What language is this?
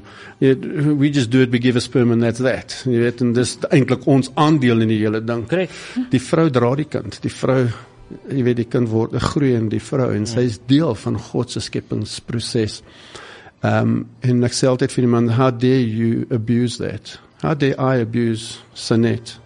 Afrikaans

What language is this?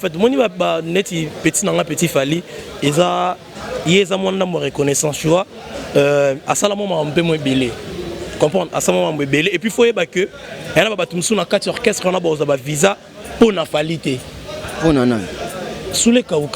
Lingala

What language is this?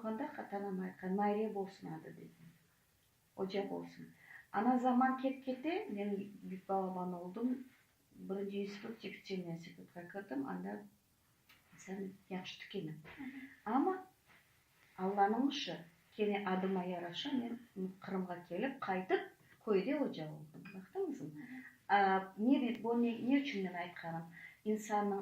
Crimean Tatar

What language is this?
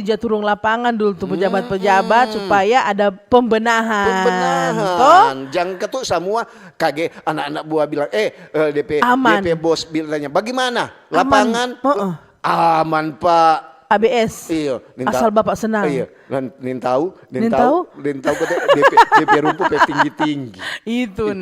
Manado Malay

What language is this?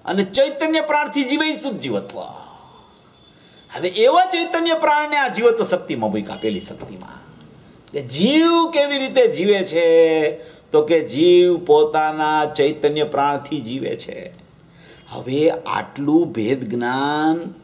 Gujarati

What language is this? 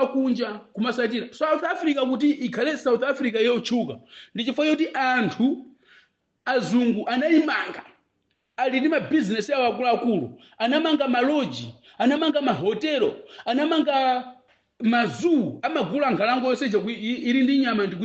Nyanja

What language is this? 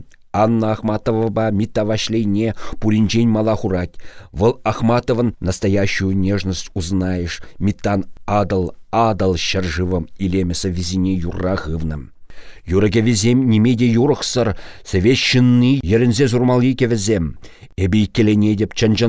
Chuvash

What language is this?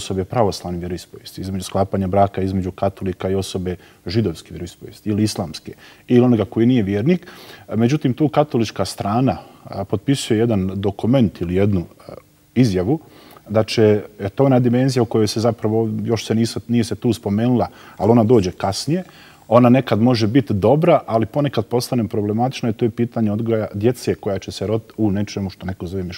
Bosnian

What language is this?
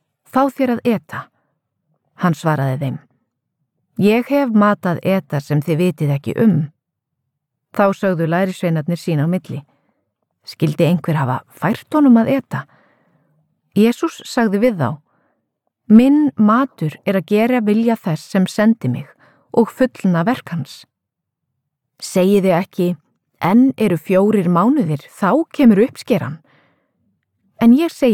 Icelandic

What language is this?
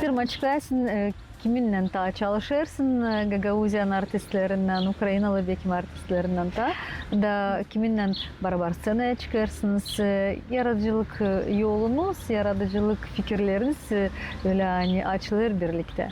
Gagauz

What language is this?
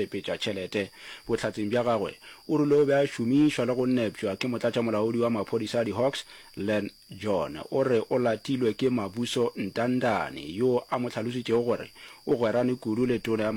Northern Sotho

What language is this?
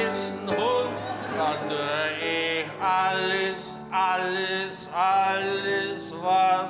Bavarian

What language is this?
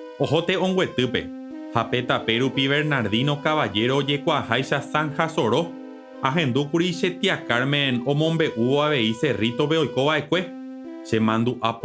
Guarani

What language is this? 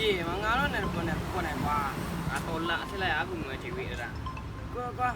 Minangkabau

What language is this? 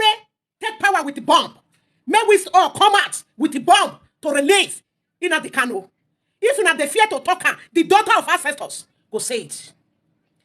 Nigerian Pidgin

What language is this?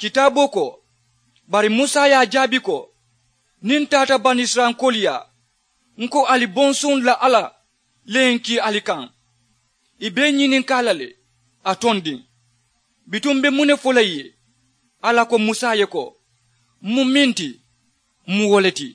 Mandingo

